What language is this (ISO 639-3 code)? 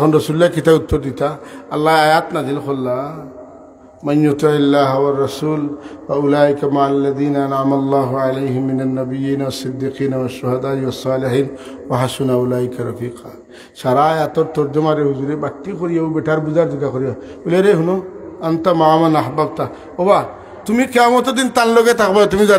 syl